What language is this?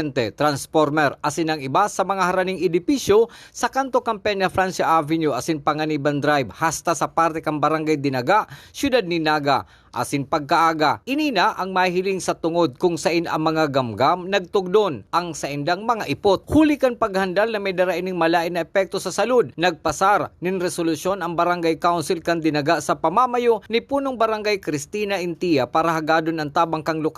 Bikol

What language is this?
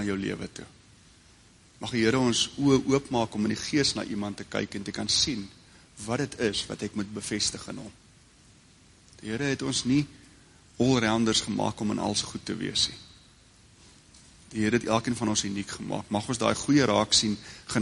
Afrikaans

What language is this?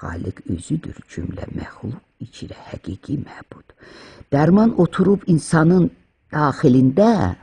Azerbaijani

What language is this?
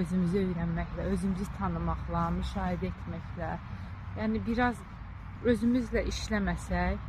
Azerbaijani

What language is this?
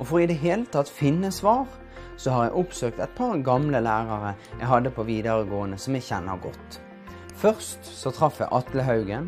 Norwegian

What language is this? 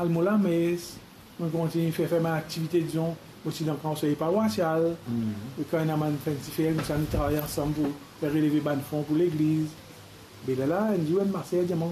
Morisyen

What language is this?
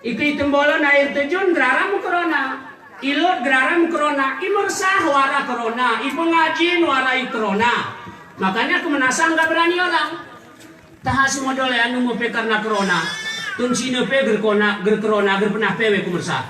Gayo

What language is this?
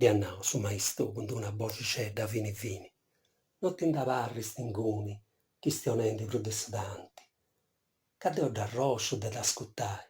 Sardinian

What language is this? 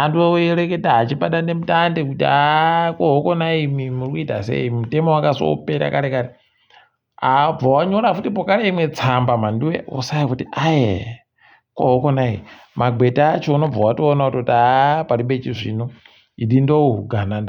Ndau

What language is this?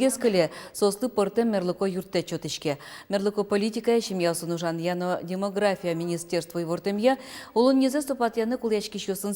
Udmurt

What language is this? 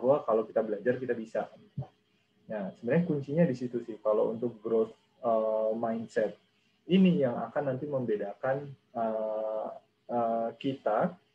Indonesian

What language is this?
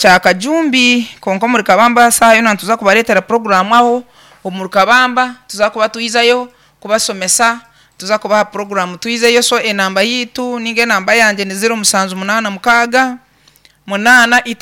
Nyankole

